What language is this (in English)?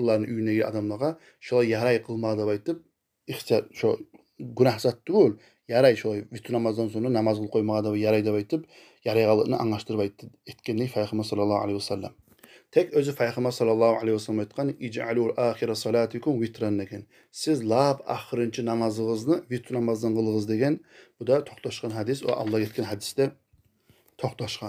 Kumyk